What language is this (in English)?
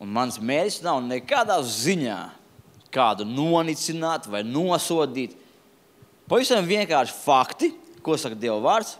Latvian